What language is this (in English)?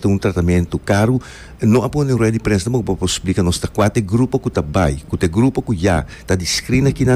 Papiamento